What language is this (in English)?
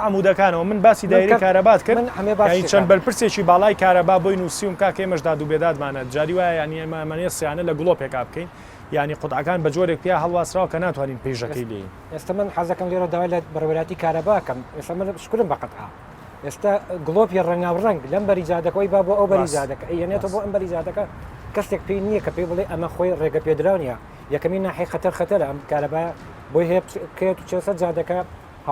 Central Kurdish